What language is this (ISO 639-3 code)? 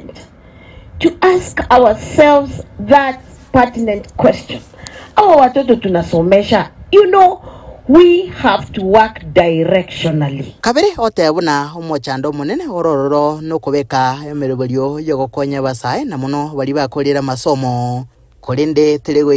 guz